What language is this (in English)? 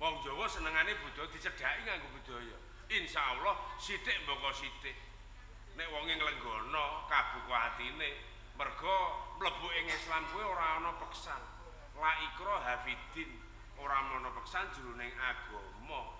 Javanese